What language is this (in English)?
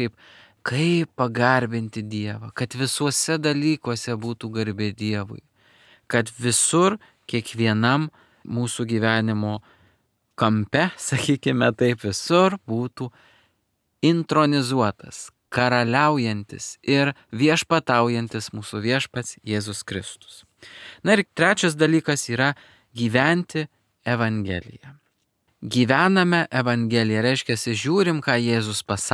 Lithuanian